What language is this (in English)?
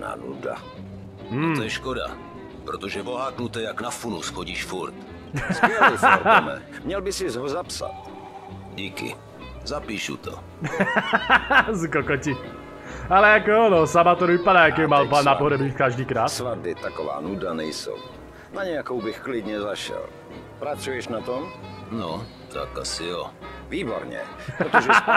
Czech